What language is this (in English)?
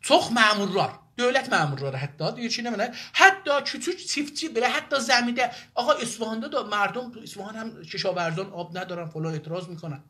South Azerbaijani